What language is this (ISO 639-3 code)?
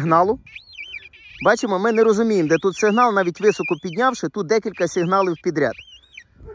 ukr